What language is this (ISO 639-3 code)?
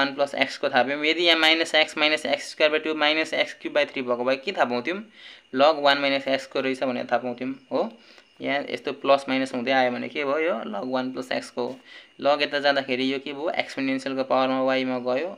nep